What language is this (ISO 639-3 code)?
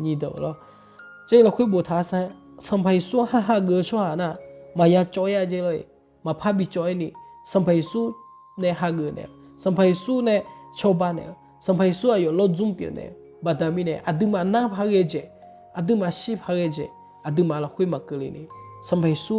ahk